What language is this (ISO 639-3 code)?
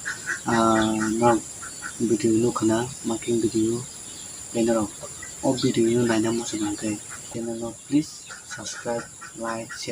trp